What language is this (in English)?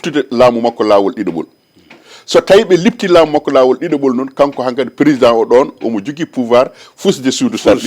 Fula